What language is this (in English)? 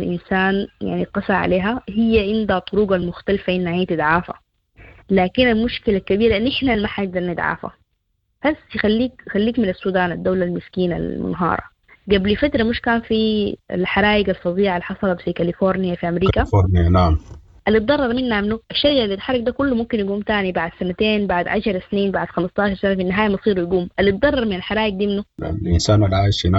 Sudanese Arabic